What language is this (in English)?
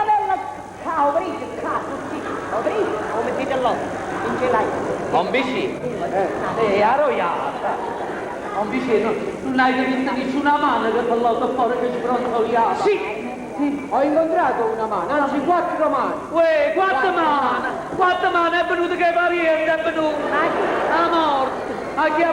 Neapolitan